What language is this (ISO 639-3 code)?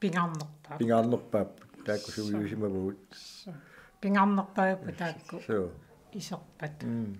kal